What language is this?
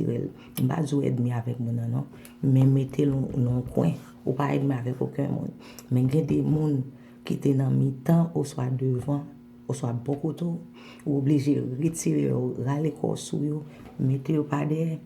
Haitian Creole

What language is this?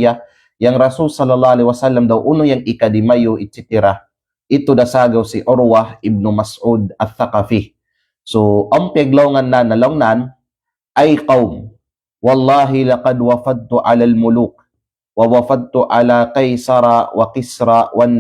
Kalagan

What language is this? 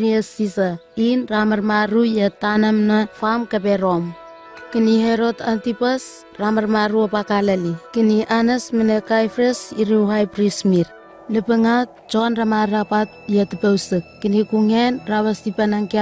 Southwest Tanna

